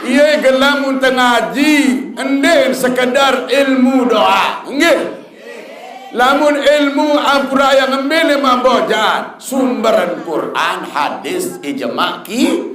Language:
Sasak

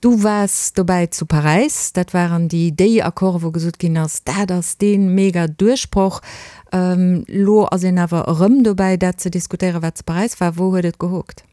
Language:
Luxembourgish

